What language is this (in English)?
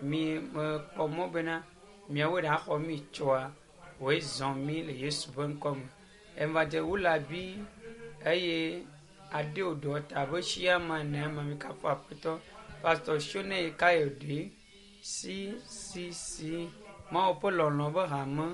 Ewe